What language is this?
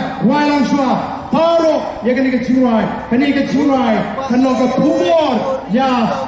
Khasi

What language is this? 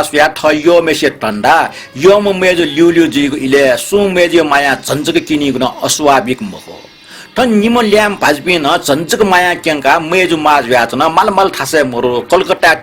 Newari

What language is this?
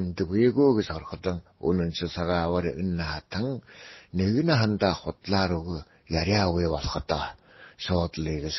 Buriat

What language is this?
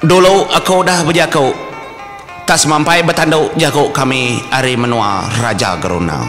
Iban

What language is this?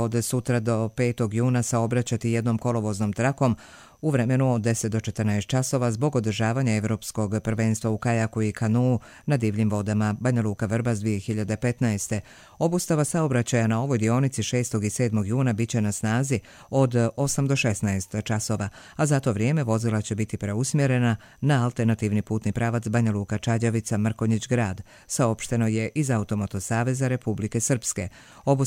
Bosnian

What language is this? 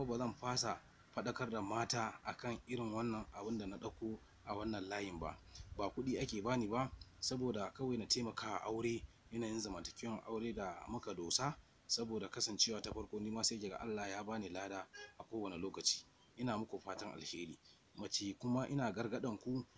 Hausa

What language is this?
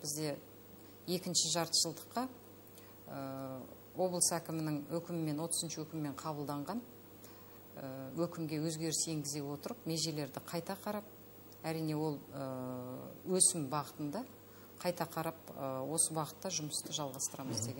Kazakh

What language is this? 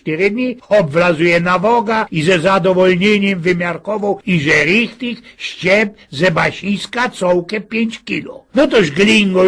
Silesian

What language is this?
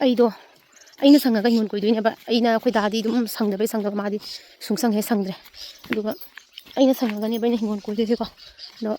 Manipuri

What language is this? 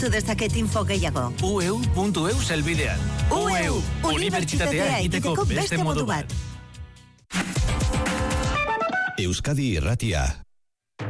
Basque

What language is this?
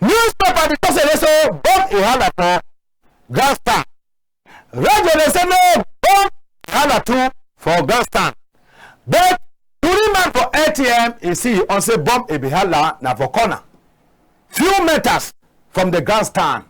Cameroon Pidgin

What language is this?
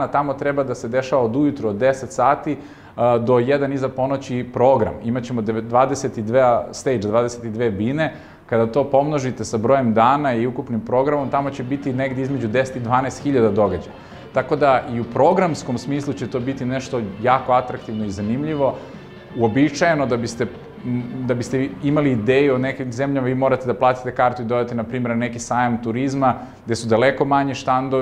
Serbian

